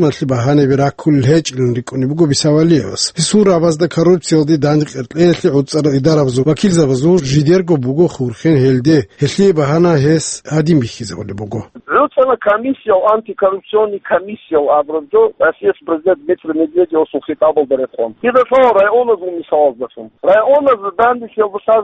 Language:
Avaric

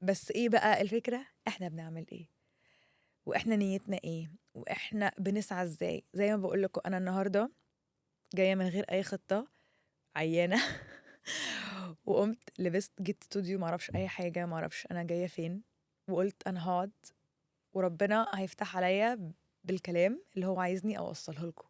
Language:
Egyptian Arabic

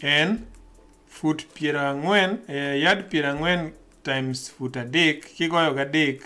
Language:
Luo (Kenya and Tanzania)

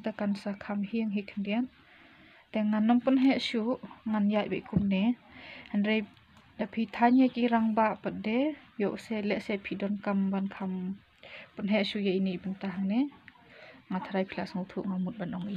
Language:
Khasi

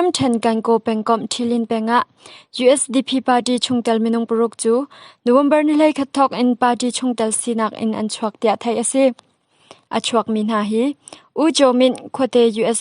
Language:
Hakha Chin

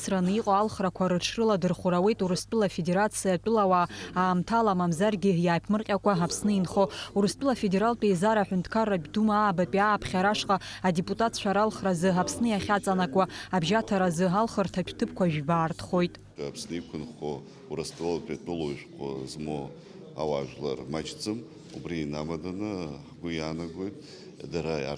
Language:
Abkhazian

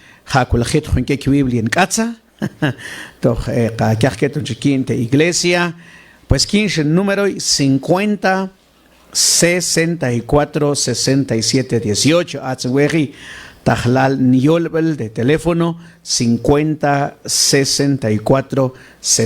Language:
Mam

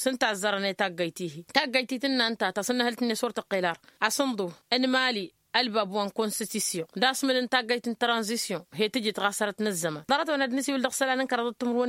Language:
Tamasheq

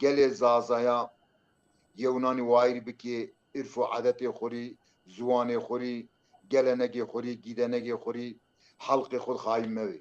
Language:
Zaza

